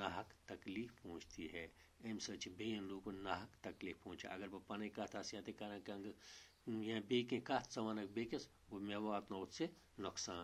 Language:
Kashmiri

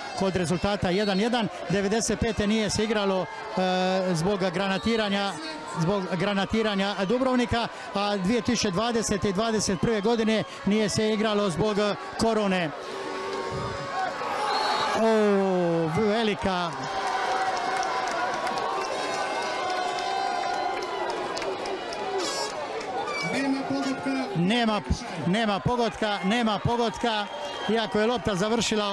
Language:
Croatian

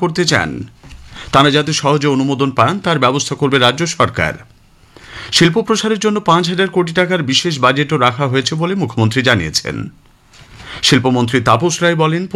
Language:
Bangla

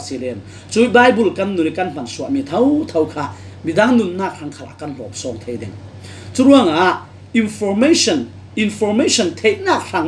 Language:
Falam Chin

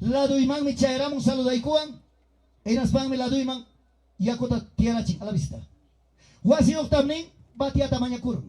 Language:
Ayacucho Quechua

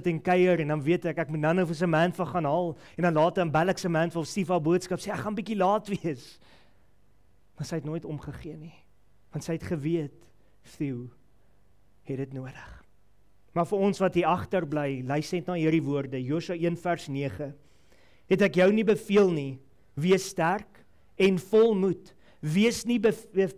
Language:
Afrikaans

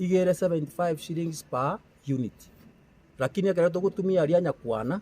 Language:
Gusii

